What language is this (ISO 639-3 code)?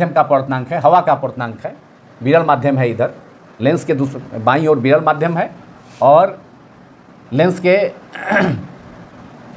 hin